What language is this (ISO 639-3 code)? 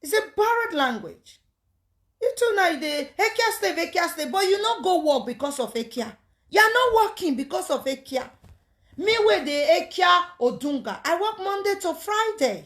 pcm